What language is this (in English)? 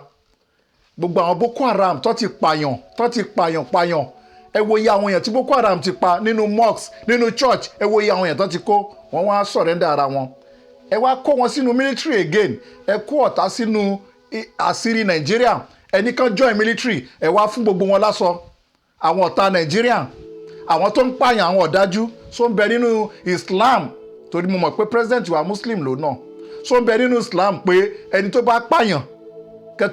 Yoruba